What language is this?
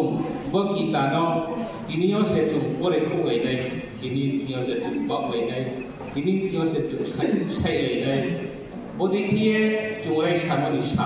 Riang (India)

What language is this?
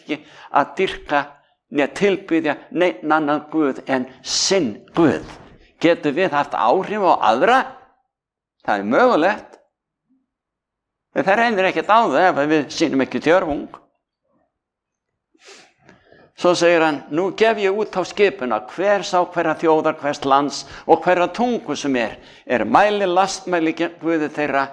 Icelandic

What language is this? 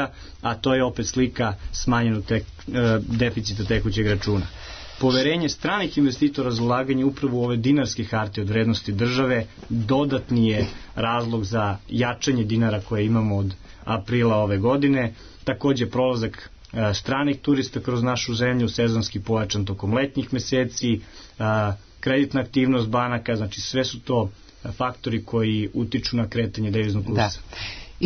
Serbian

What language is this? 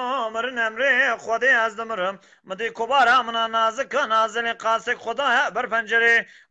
Kurdish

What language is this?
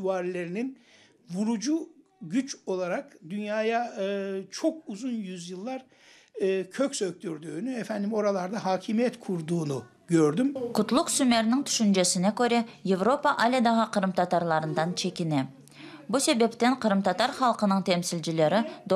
Crimean Tatar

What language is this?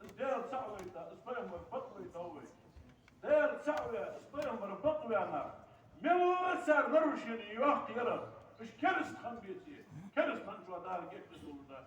Ingush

